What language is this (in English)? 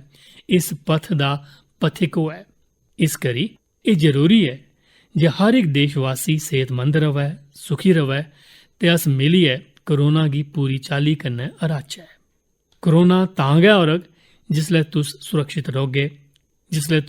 Dogri